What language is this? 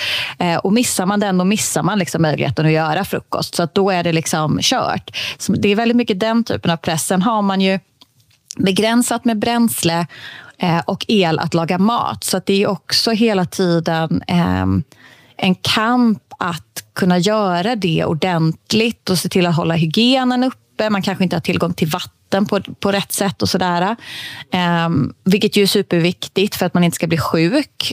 Swedish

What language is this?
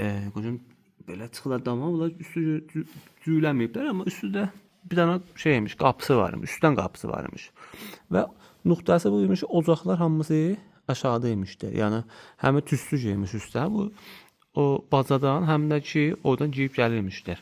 Azerbaijani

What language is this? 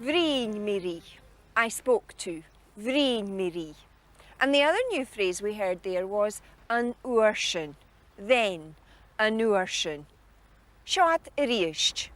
Scottish Gaelic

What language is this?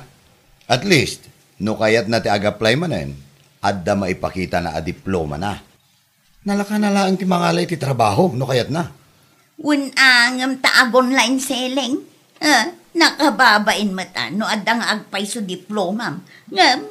Iloko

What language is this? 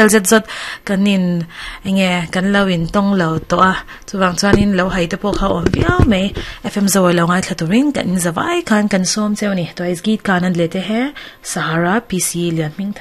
Mizo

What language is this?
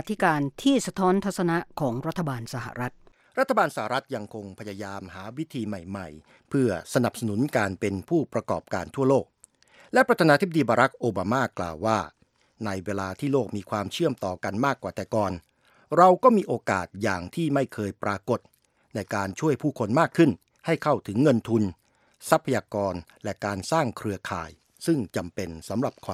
Thai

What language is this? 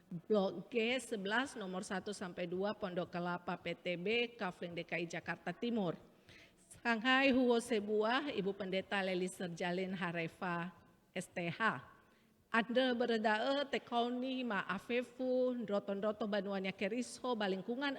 Nias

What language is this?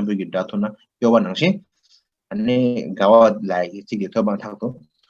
Tibetan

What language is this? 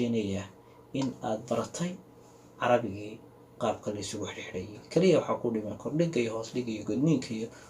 Somali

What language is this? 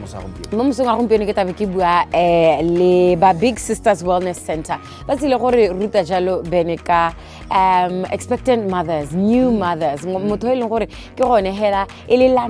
Tswana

